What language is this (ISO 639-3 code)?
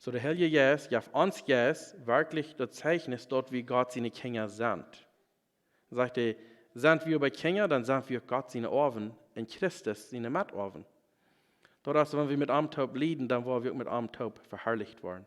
pdt